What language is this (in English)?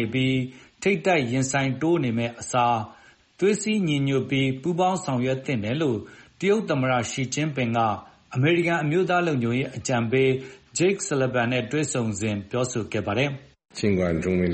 Burmese